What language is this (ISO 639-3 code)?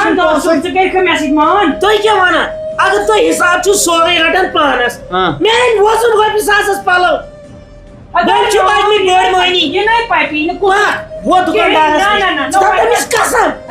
kas